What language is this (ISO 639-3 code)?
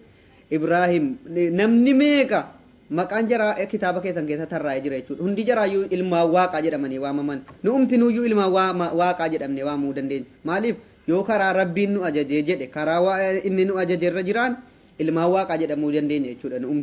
orm